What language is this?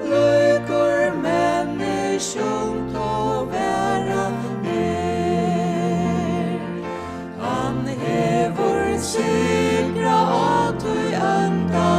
Faroese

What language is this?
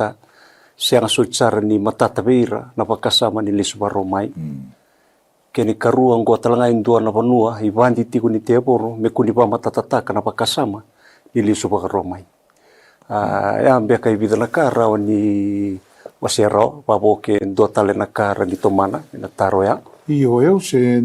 Fijian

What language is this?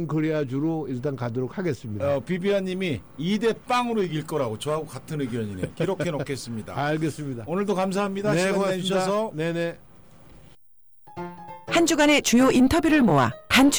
Korean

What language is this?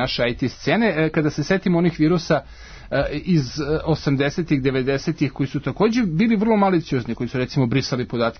Serbian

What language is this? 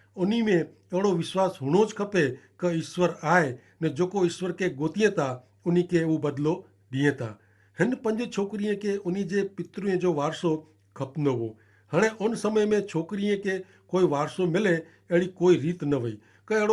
Kachhi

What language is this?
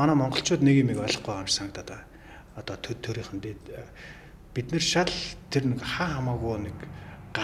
Mongolian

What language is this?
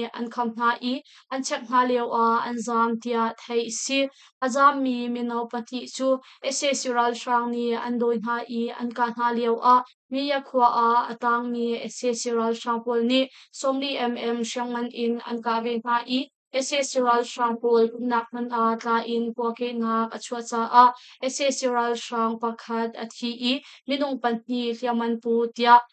Hakha Chin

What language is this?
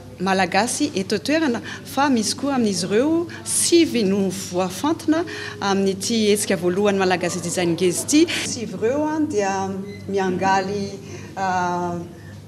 Malagasy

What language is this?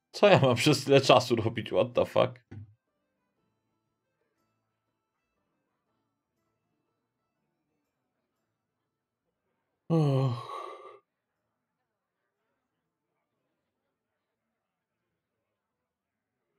Polish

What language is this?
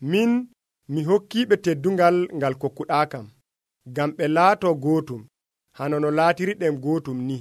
Nigerian Fulfulde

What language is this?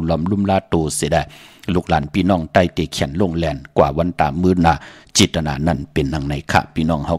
Shan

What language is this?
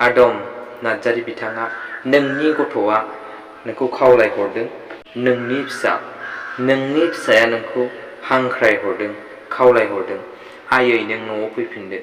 Bodo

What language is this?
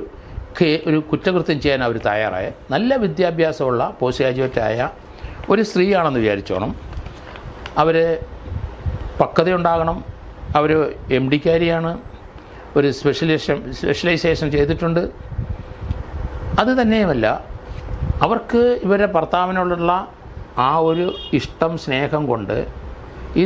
Malayalam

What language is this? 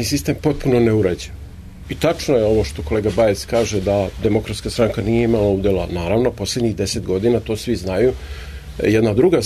Serbian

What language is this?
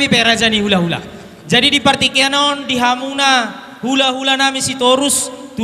Batak Toba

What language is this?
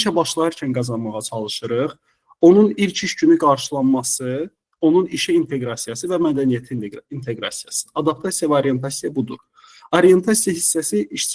Azerbaijani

